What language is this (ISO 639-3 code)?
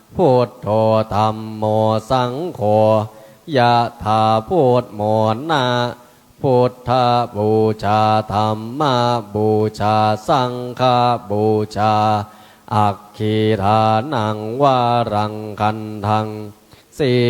pli